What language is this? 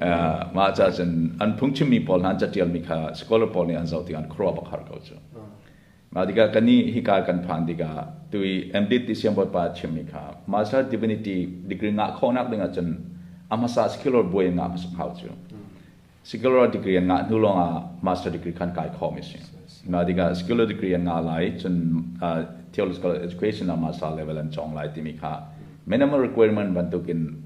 Hakha Chin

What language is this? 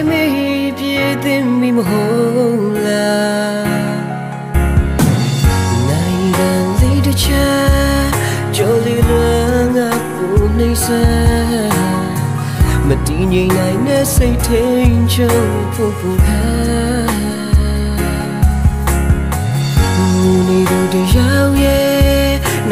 Burmese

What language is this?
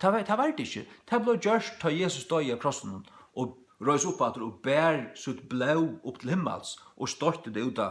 Faroese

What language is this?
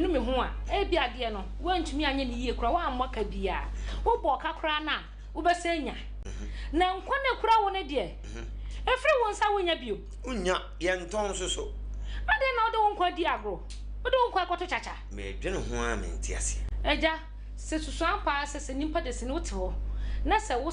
Akan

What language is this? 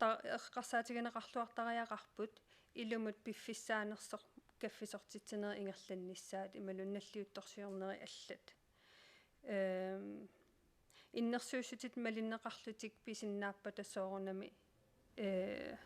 Kalaallisut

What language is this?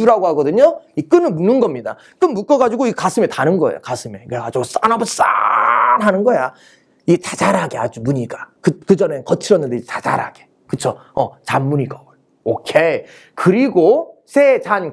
Korean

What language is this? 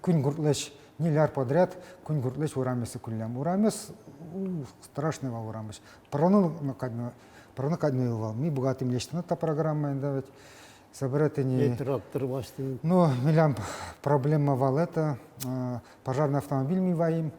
Udmurt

